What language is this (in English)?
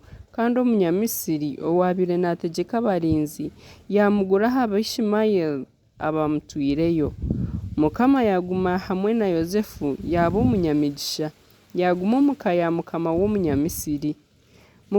Nyankole